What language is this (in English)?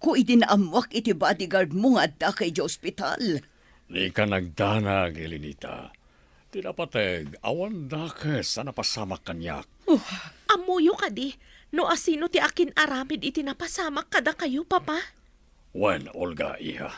Iloko